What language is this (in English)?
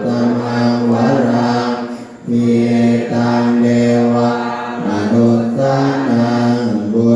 Pali